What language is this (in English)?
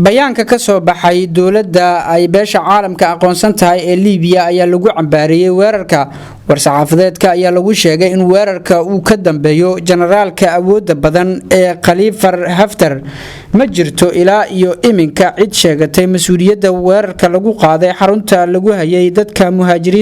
Somali